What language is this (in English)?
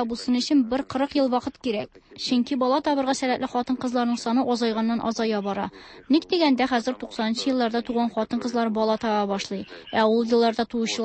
Tatar